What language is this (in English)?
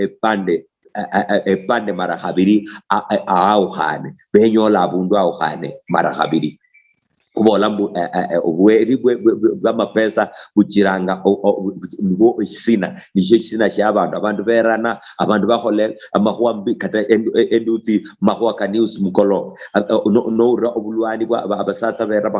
Luyia